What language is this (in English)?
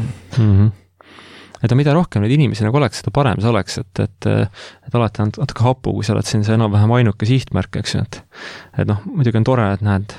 Estonian